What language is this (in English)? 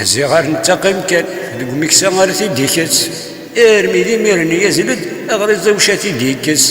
Kabyle